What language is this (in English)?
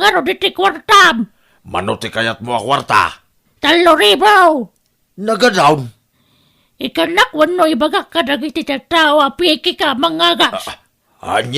Iloko